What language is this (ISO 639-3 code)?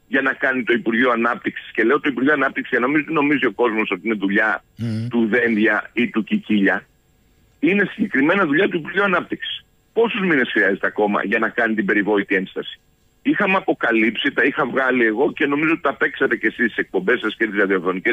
ell